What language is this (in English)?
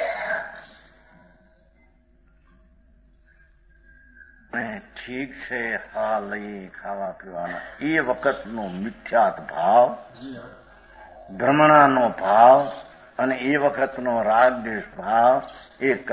Gujarati